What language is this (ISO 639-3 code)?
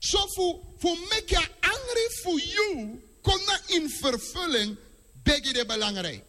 srn